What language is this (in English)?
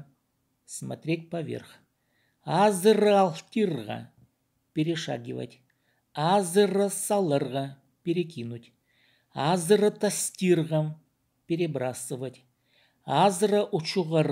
Khakas